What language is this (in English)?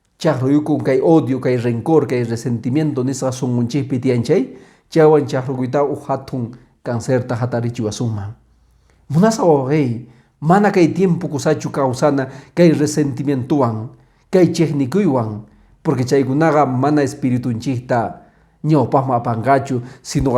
Quechua